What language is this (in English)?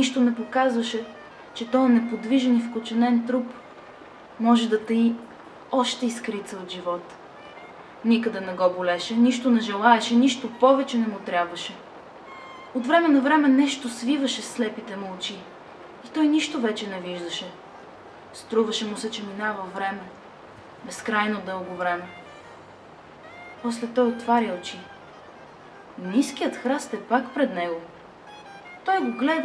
Bulgarian